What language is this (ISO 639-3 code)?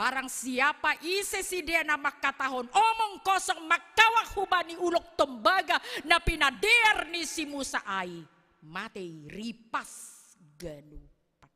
bts